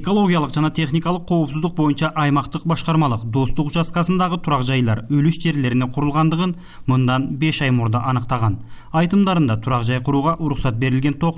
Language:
Kyrgyz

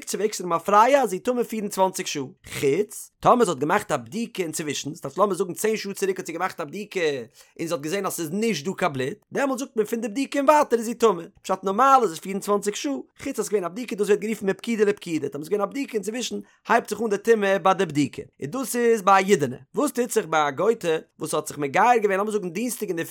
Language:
Yiddish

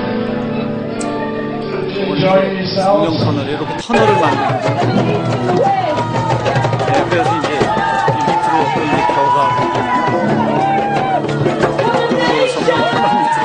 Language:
Korean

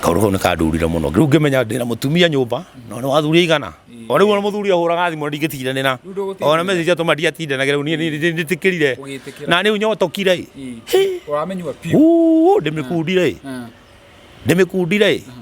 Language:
Kikuyu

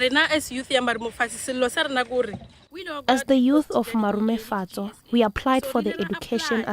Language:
Venda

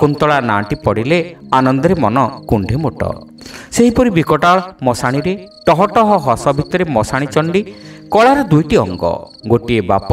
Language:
Odia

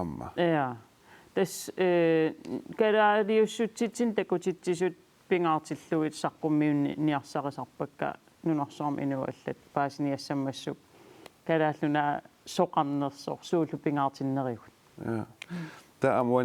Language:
Kalaallisut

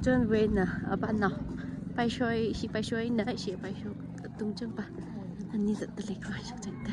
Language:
Tangkhul Naga (India)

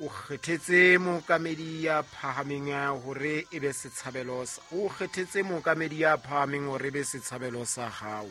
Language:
Southern Sotho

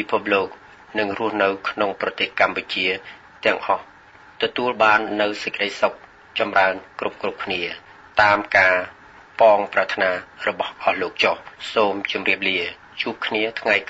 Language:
Khmer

